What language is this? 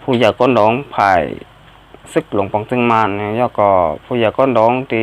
Shan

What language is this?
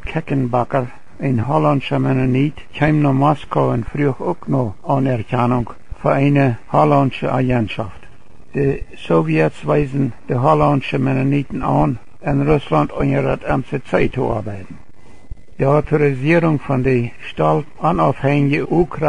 Plautdietsch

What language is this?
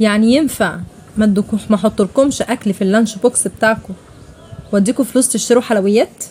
Egyptian Arabic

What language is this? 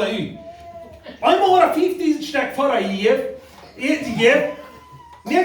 Plautdietsch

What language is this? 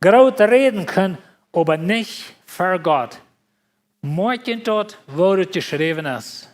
Plautdietsch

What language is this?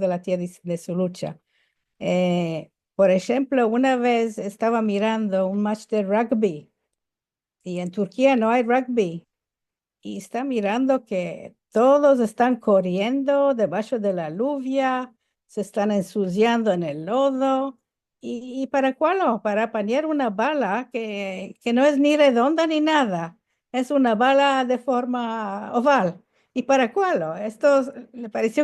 Ladino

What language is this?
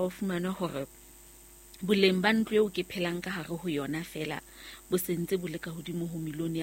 Southern Sotho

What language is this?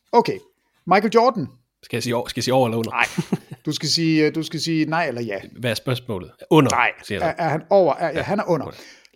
Danish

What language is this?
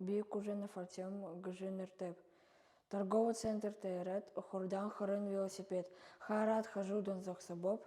Buriat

